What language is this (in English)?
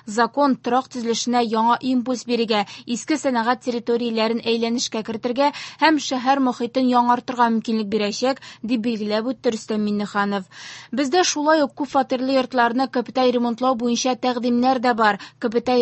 Tatar